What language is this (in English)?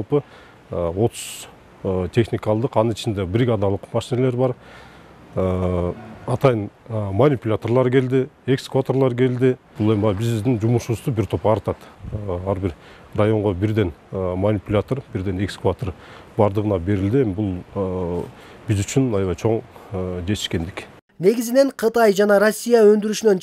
Kyrgyz